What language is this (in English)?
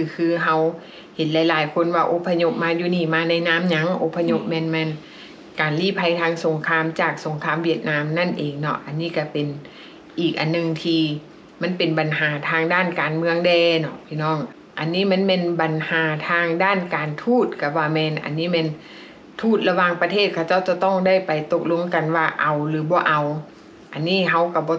Lao